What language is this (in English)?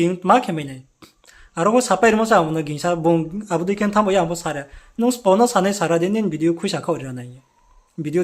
Riang (India)